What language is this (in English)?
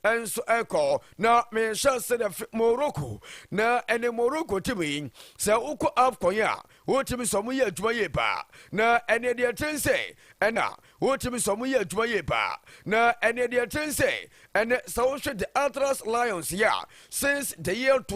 Akan